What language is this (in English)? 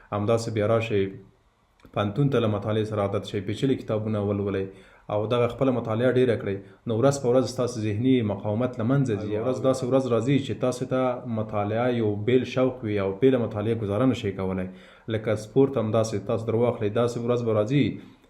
Pashto